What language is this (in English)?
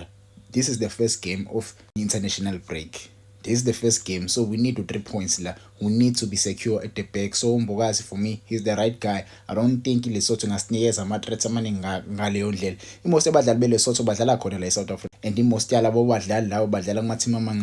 Zulu